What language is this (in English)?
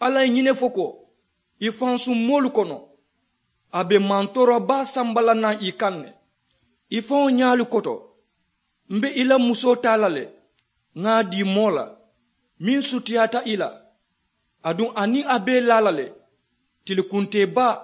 Mandingo